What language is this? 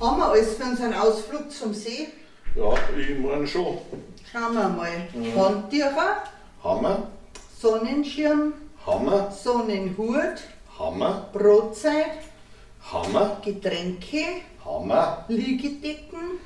Bavarian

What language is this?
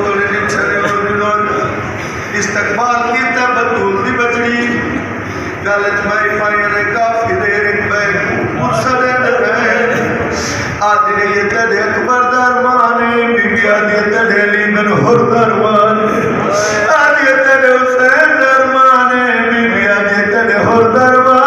Saraiki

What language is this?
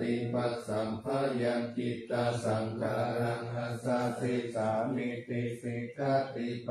Pali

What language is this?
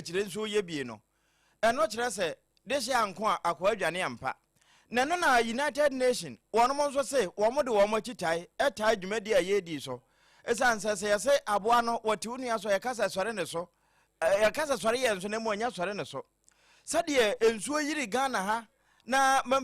Akan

